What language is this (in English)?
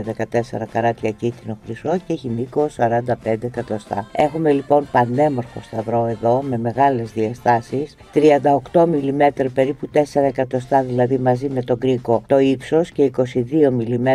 Greek